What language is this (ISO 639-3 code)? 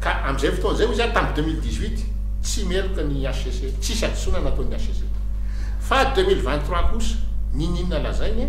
mlg